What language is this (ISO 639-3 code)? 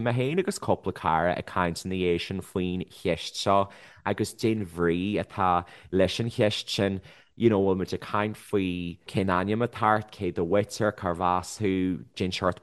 gle